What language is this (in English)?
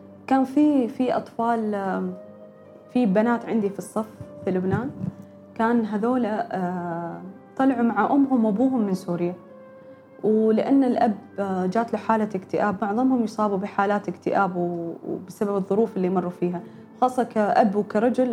Gulf Arabic